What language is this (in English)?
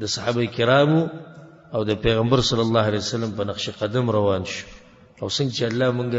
Pashto